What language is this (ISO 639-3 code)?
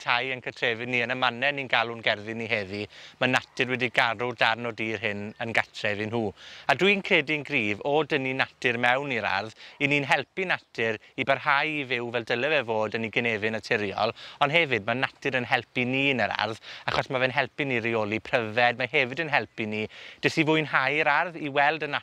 cym